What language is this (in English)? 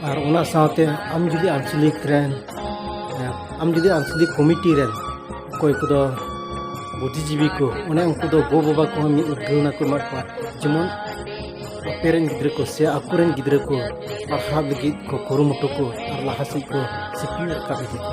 Santali